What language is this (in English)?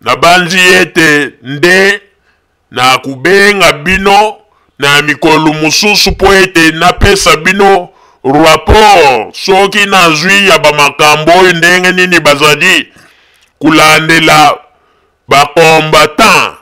Lingala